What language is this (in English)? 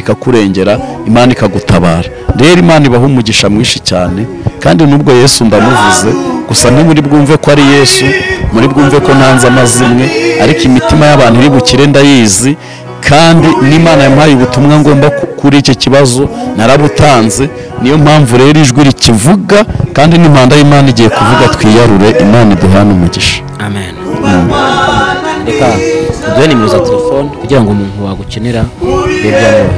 Kinyarwanda